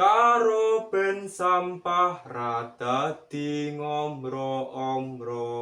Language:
Javanese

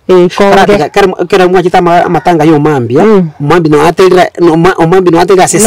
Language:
Gusii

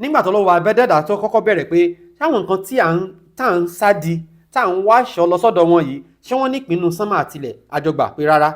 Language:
Yoruba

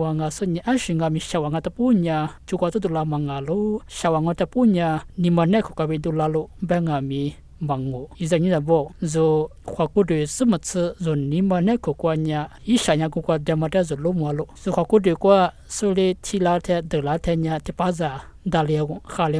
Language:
Lisu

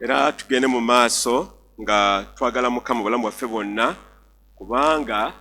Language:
Ganda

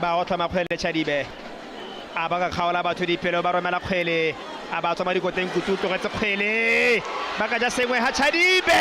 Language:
Tswana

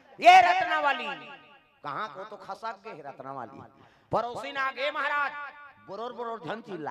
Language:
Chhattisgarhi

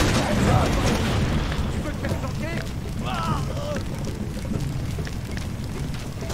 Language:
French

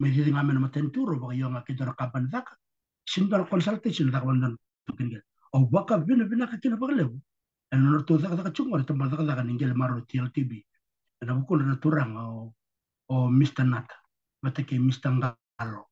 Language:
Fijian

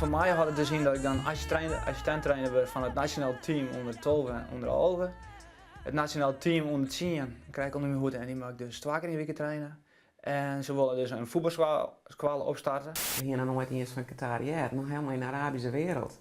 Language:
Western Frisian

